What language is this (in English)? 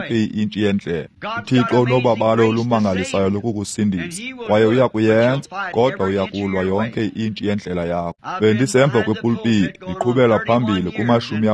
Xhosa